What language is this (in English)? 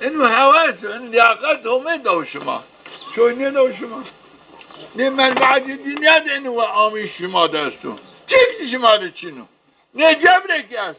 Zaza